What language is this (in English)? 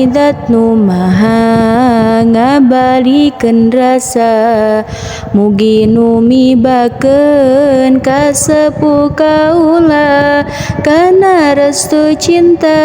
Sundanese